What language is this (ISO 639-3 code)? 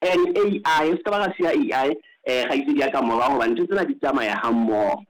sot